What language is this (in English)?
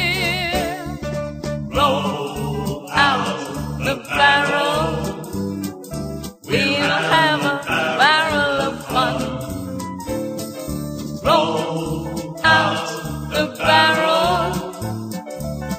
English